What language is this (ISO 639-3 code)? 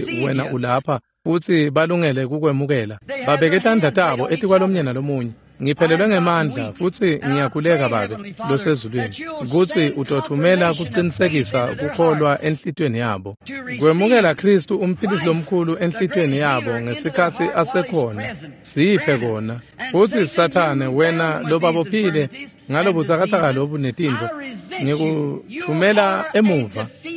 ssw